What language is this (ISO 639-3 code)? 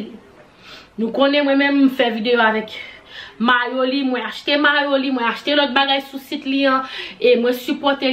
hat